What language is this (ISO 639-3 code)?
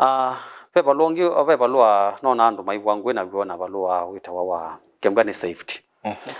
kam